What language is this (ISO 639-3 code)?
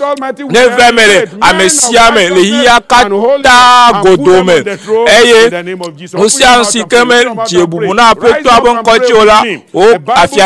ewe